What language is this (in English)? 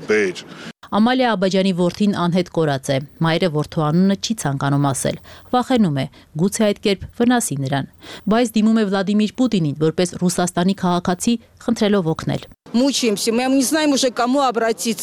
Armenian